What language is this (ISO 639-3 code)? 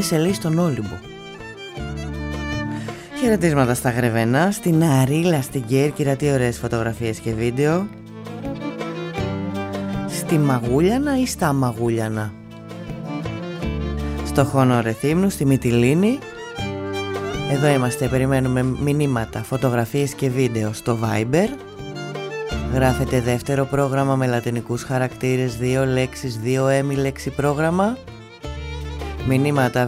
ell